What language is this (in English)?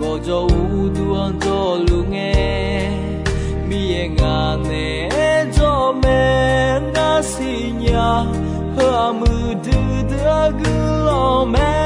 Akha